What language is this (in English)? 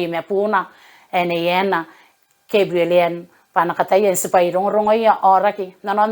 Gilbertese